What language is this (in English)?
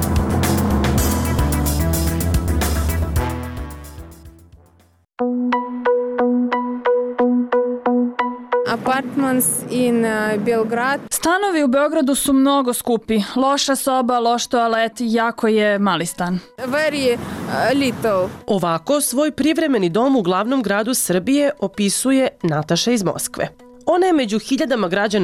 Serbian